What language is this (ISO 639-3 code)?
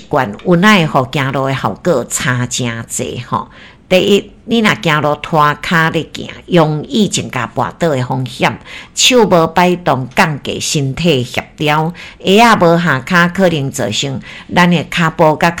nan